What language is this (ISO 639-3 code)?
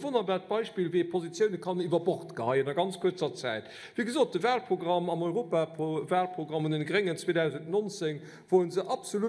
ltz